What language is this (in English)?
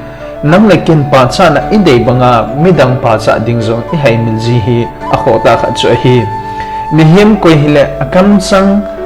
Thado Chin